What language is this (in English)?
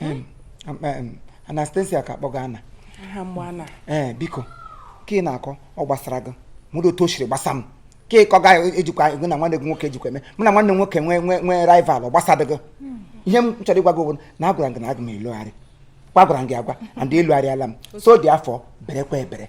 Igbo